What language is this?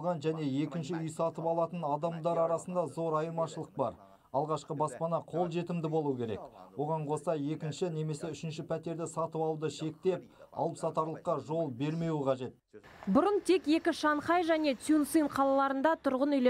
Kazakh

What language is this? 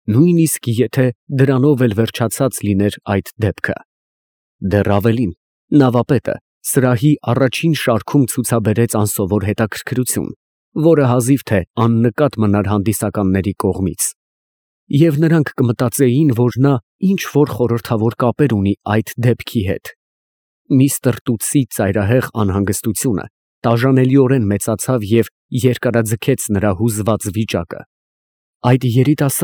Armenian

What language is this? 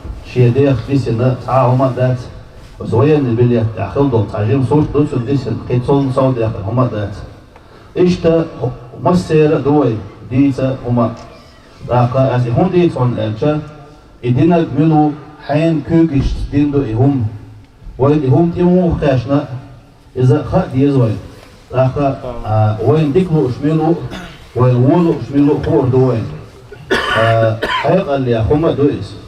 Chechen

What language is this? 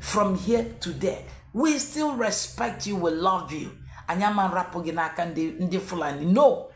Igbo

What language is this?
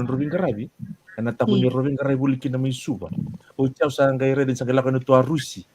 Fijian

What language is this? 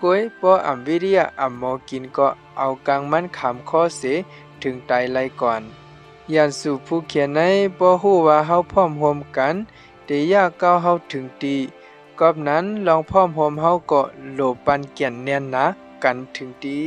Shan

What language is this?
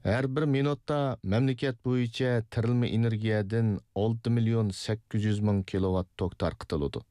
Uyghur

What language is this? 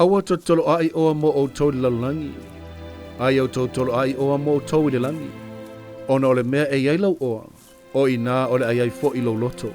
Samoan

